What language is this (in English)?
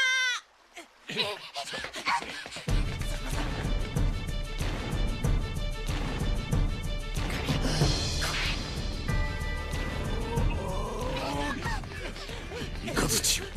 Japanese